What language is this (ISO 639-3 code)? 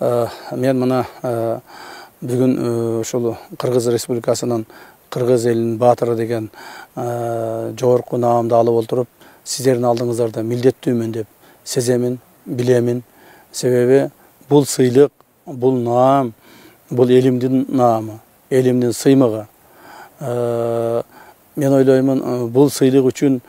kir